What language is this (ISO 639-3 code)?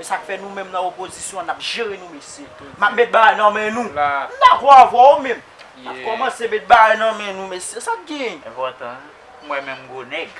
hat